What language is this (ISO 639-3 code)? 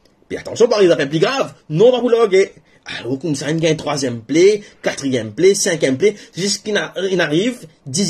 mfe